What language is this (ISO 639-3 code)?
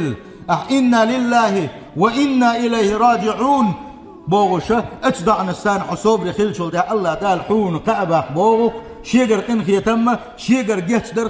che